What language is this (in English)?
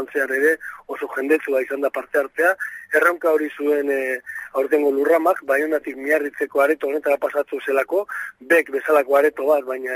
Basque